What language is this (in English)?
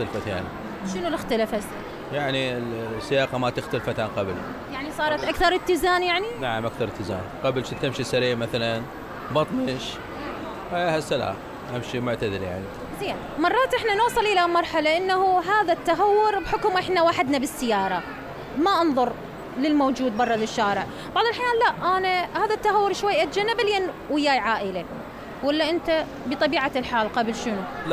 Mesopotamian Arabic